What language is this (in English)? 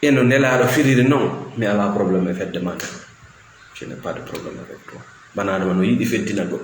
Fula